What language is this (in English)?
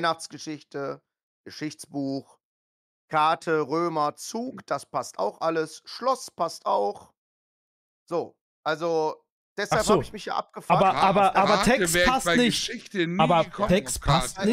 German